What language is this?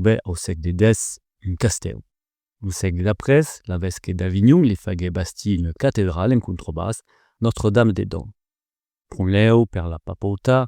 Occitan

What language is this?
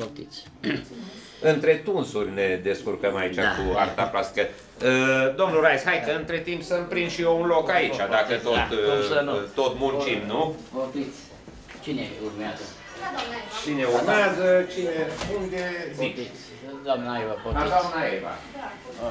Romanian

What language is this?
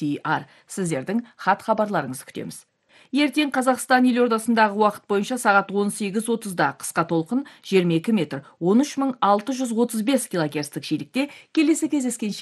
Kazakh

